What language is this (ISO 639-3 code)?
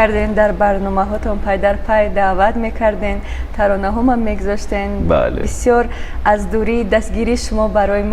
tgk